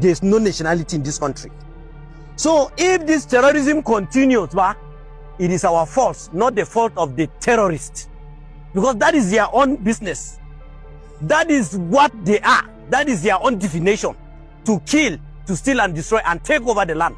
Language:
Yoruba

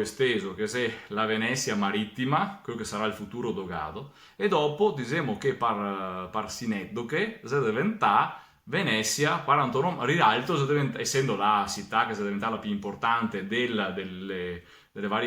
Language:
Venetian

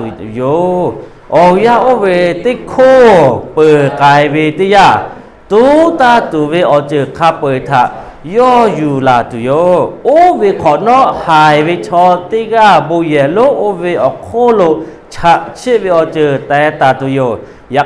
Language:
Lahu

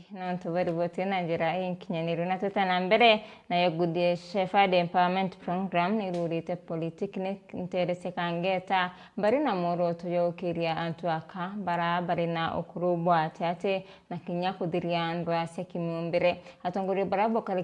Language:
Meru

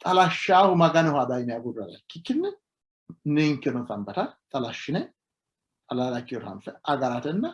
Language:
Sidamo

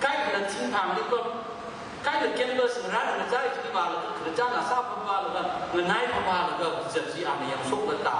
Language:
Tangkhul Naga (India)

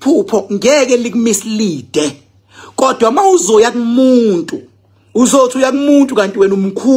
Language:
Zulu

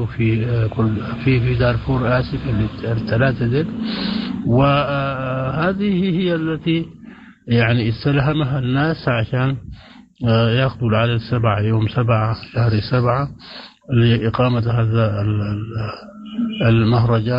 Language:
Sudanese Arabic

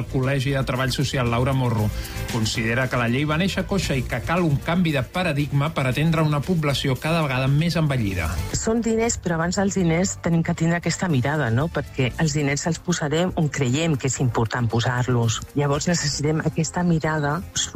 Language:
Catalan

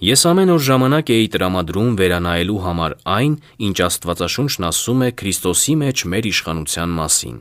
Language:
Armenian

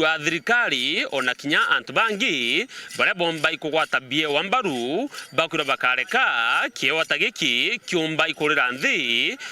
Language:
Meru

